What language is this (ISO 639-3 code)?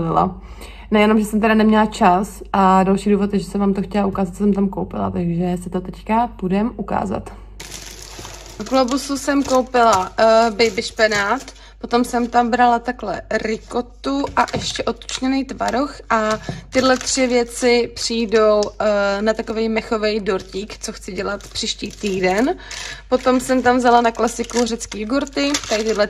ces